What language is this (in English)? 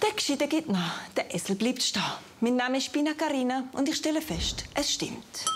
Swiss German